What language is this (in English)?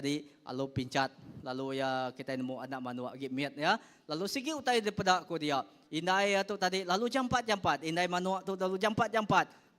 Iban